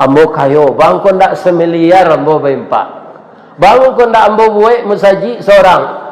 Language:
Minangkabau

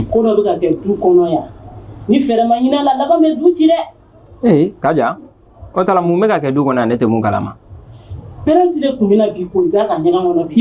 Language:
Bambara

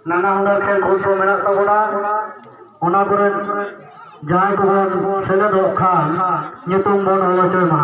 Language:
Santali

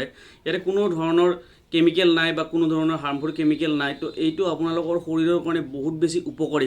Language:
Assamese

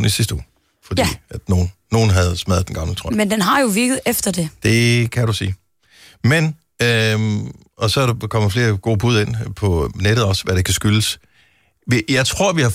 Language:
Danish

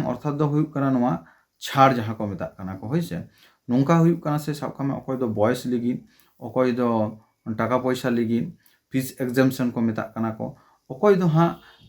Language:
Santali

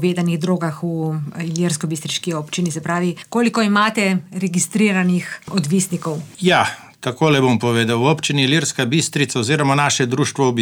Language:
Slovenian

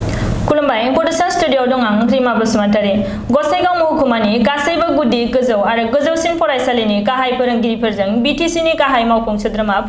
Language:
Bodo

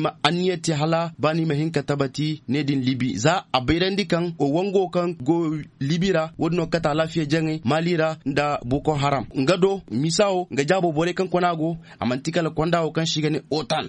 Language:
Zarma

